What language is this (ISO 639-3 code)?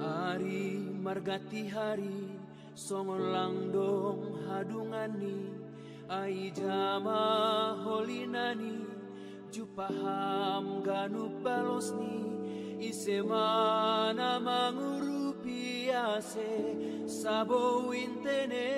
bts